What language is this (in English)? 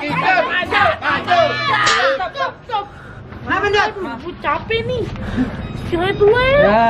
Betawi